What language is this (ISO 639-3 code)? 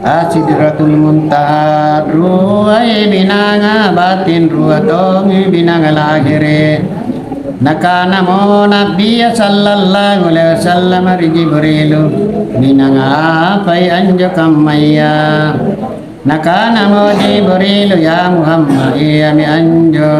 mak